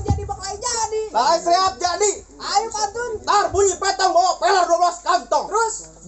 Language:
Betawi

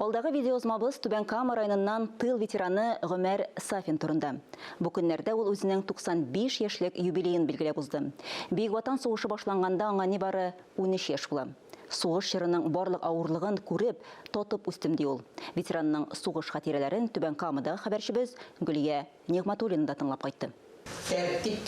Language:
Tatar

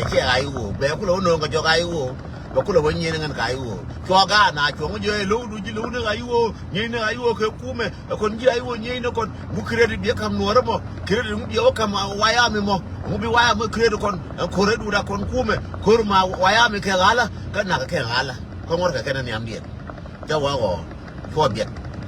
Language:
Nuer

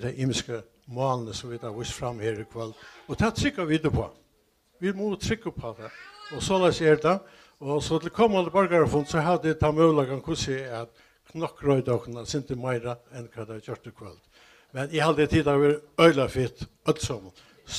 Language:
Faroese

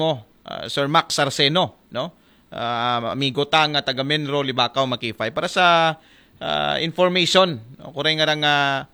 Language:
Aklanon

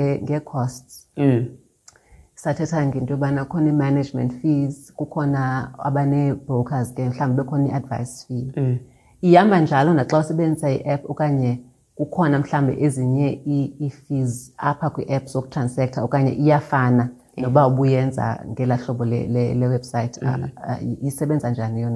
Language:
Xhosa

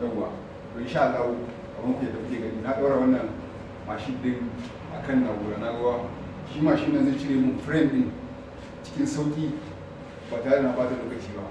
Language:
Hausa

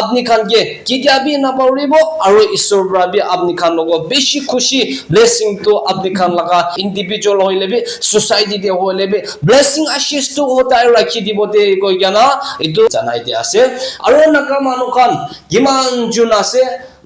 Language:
Naga Pidgin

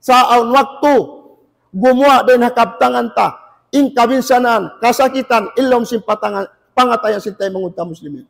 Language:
Tausug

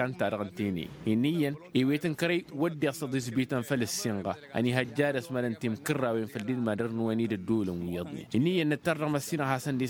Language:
Tamasheq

